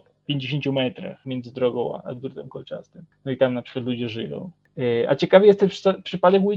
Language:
Polish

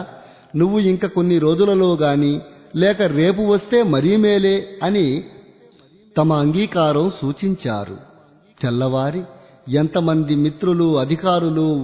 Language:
Telugu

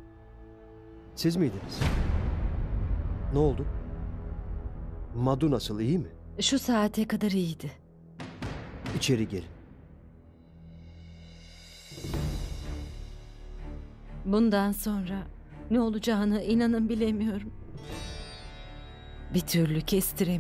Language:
Turkish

